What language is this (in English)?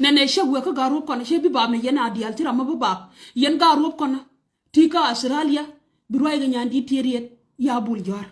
Nuer